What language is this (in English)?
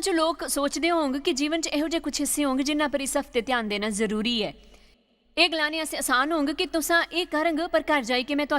Dogri